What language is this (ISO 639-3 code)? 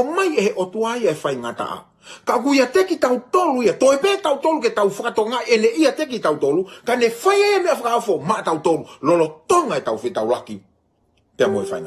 ton